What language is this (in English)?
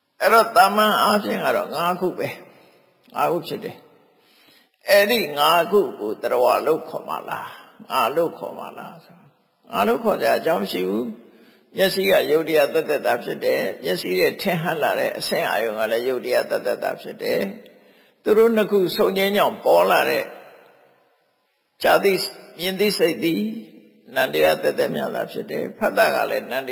Burmese